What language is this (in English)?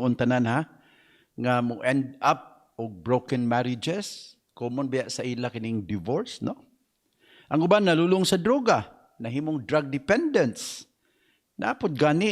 Cebuano